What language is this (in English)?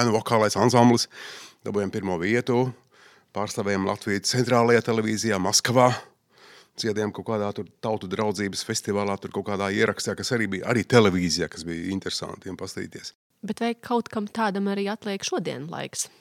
Latvian